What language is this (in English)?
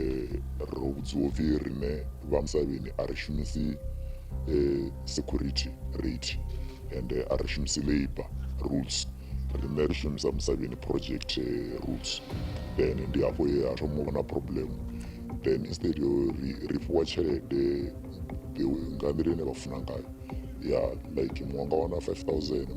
Venda